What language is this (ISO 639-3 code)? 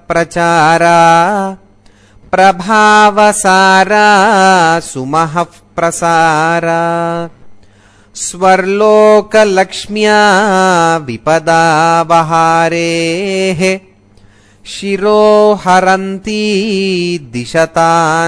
san